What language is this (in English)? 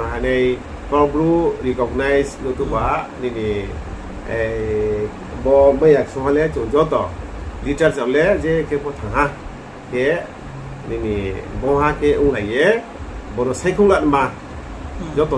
Riang (India)